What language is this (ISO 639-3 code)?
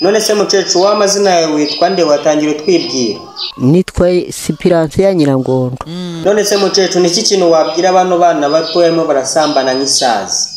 kin